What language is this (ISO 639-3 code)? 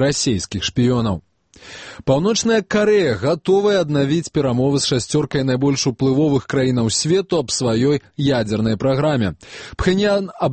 bel